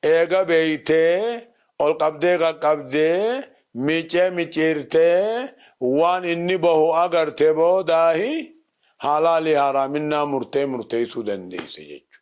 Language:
Oromo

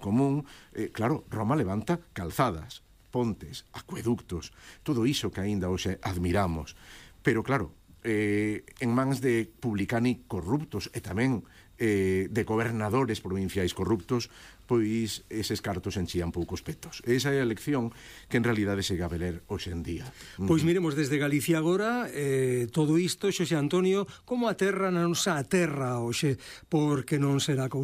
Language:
Galician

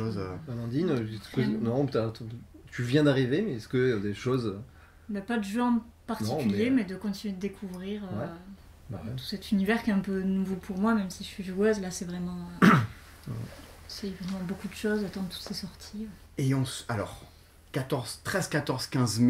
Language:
French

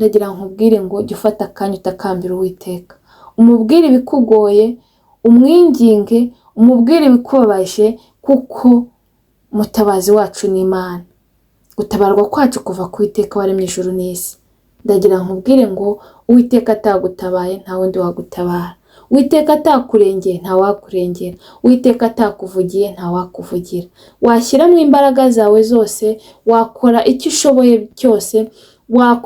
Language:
Kinyarwanda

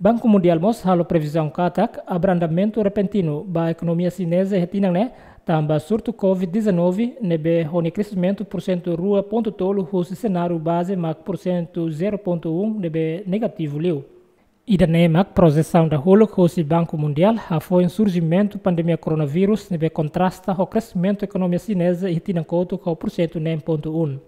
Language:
Tetum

